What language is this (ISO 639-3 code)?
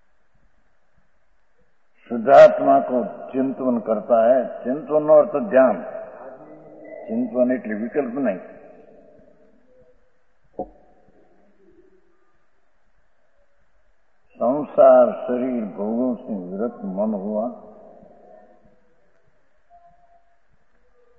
guj